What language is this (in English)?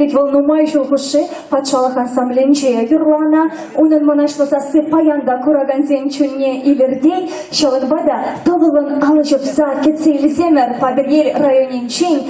Chuvash